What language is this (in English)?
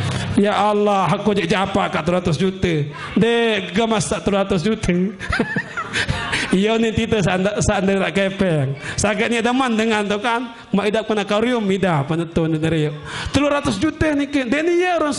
Sasak